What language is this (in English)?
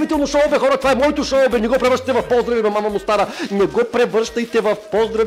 Bulgarian